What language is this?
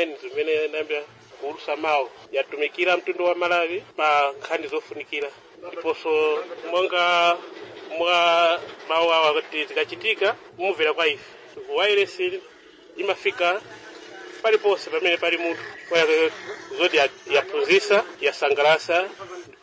Nyanja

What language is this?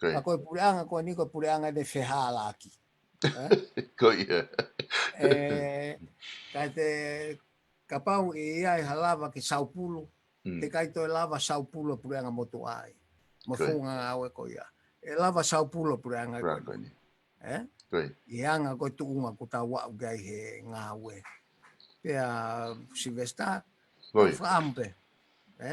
Tongan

